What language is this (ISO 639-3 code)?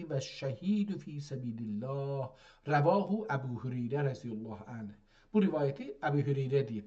azb